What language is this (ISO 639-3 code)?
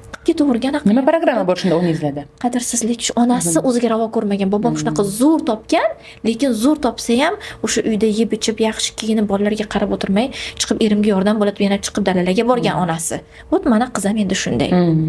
uzb